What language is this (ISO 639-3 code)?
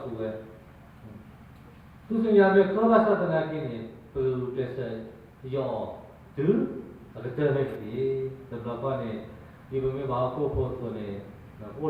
ksw